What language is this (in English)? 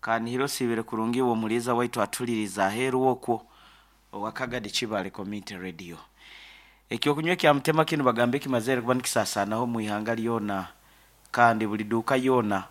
Nyankole